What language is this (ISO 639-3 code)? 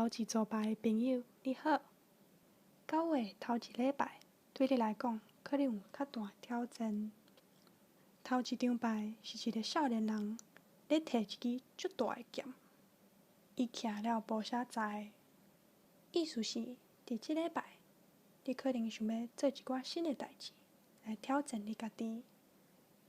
nan